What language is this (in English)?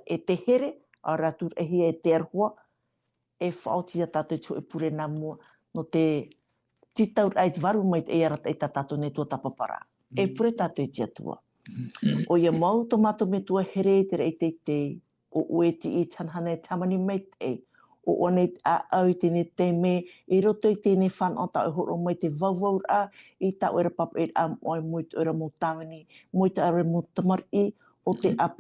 Tahitian